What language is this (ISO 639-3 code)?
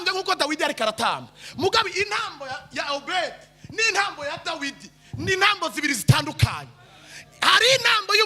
run